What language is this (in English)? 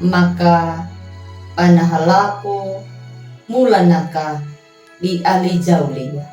Anakalangu